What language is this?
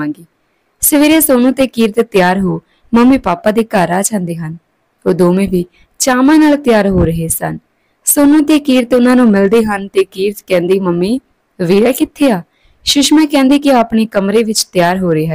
Punjabi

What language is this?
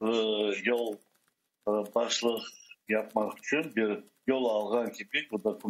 Crimean Tatar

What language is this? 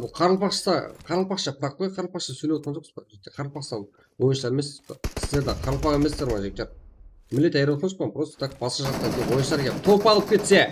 Kara-Kalpak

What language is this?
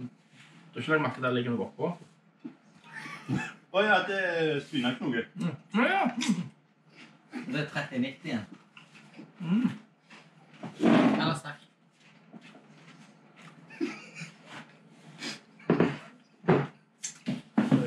Norwegian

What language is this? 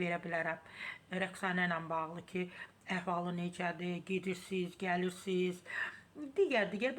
Azerbaijani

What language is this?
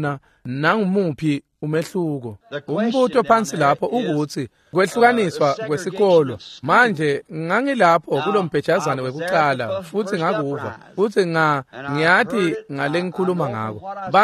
Swati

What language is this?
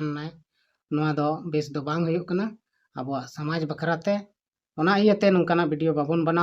Santali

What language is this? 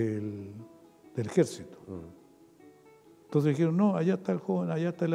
Spanish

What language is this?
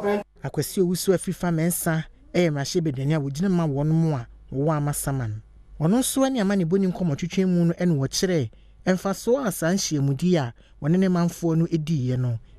Akan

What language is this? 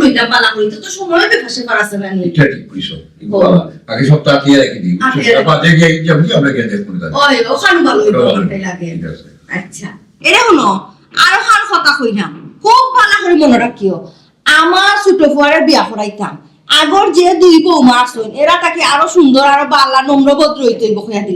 Sylheti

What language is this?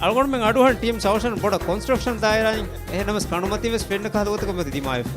Divehi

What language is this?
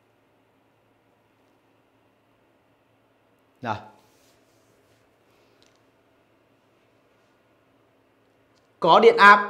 Vietnamese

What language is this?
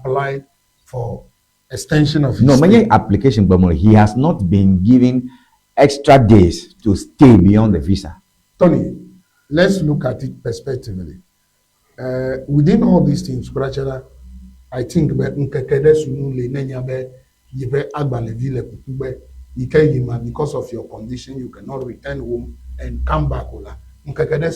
Ewe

